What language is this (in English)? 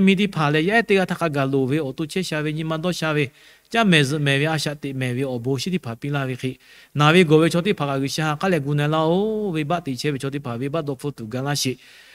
Lahu